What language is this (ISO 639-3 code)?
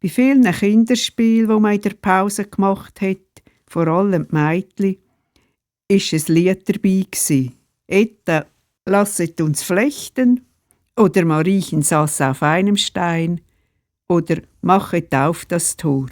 gsw